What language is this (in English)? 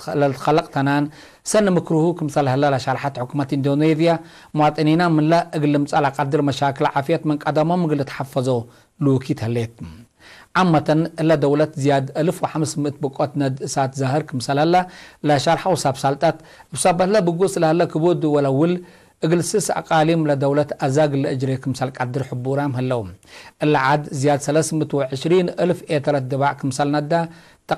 Tigre